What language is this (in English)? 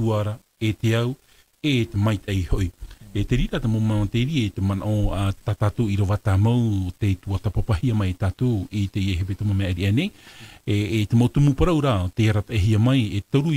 Tahitian